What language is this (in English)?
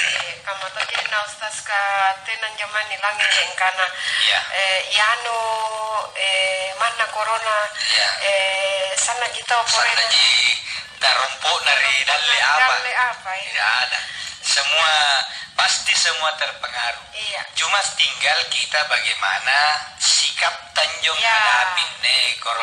Makasar